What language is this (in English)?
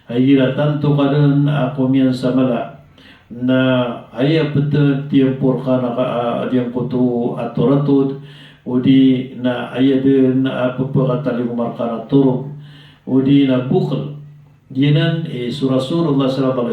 Maranao